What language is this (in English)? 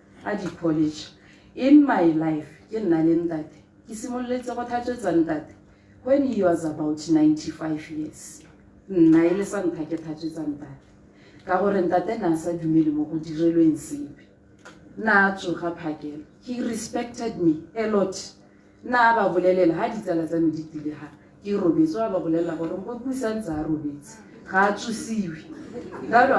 Tswana